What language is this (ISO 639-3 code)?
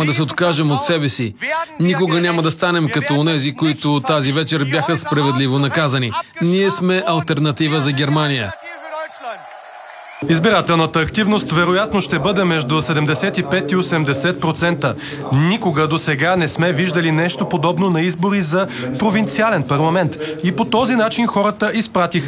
bul